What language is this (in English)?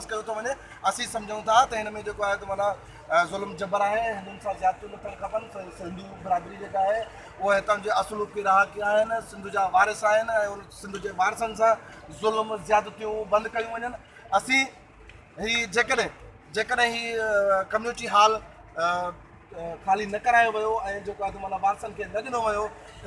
Sindhi